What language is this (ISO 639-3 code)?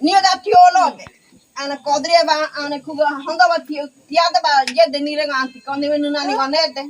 gym